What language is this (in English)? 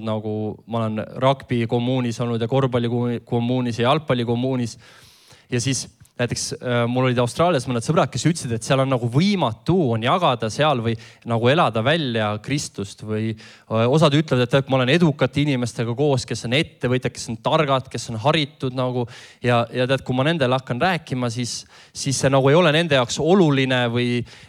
Estonian